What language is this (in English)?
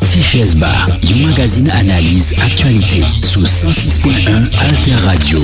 Haitian Creole